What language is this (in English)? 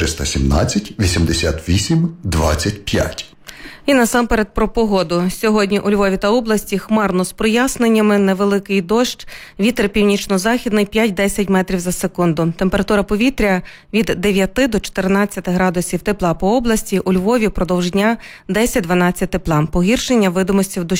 Ukrainian